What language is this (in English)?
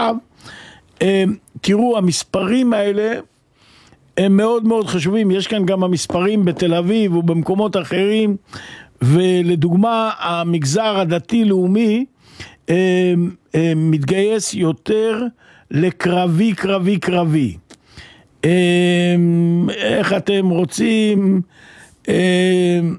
Hebrew